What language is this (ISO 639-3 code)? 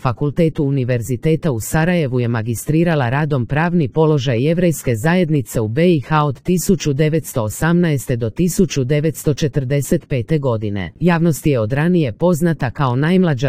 srp